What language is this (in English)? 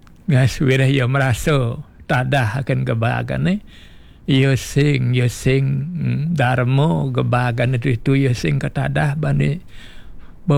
Balinese